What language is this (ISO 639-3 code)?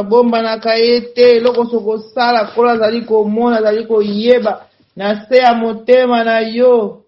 lin